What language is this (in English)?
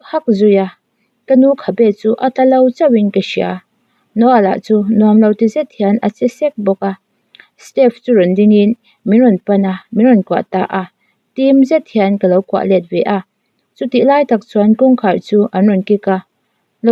Mizo